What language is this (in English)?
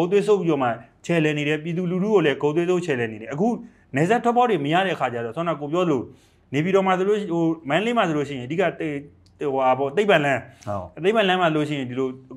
Burmese